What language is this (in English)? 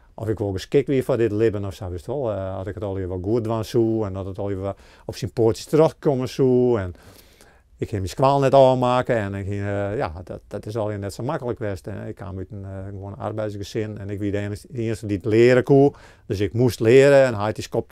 Western Frisian